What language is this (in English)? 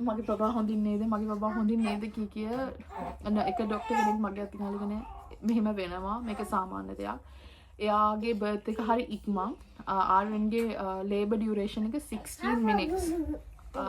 Sinhala